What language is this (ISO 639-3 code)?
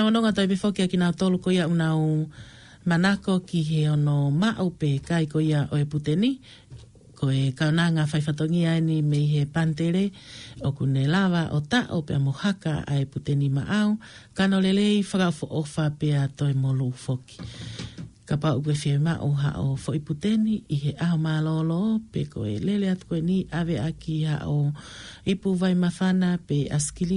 ton